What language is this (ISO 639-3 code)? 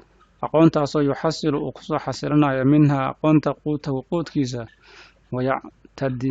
som